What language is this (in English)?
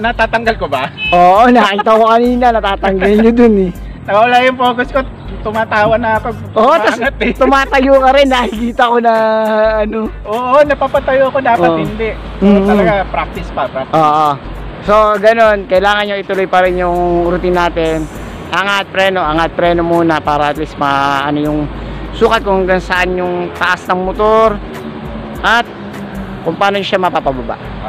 Filipino